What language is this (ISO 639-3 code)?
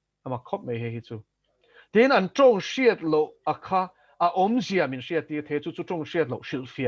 lus